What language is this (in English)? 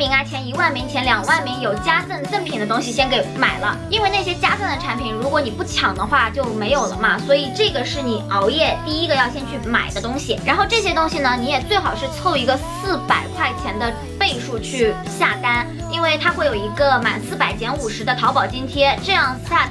Chinese